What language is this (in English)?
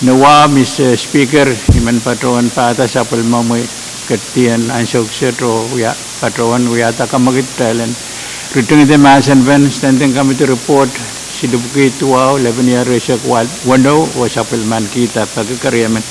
Pohnpeian